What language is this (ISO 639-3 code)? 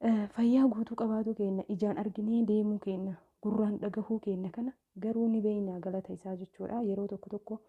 orm